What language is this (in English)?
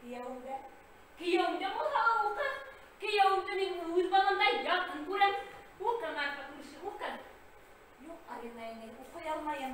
Bashkir